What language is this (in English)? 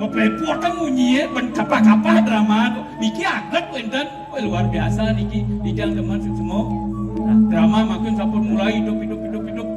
Balinese